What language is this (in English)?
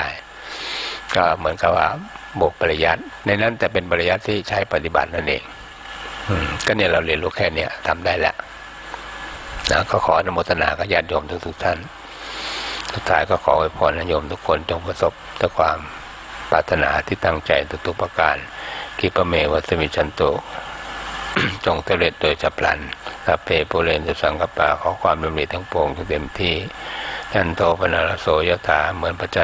Thai